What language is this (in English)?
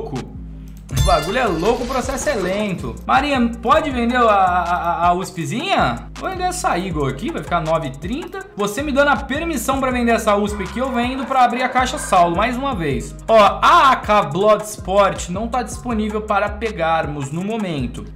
Portuguese